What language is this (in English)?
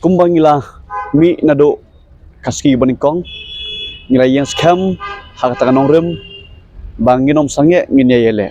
Khasi